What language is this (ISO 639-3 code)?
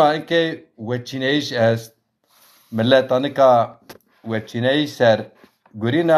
zza